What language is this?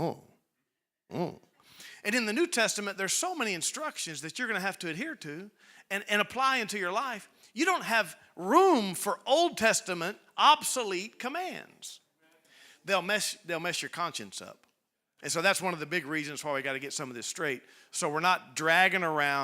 English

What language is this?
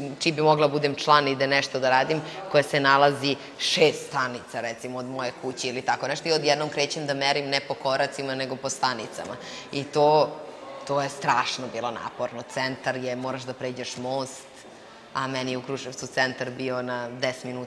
Serbian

